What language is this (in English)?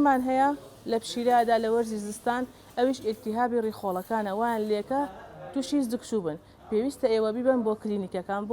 Central Kurdish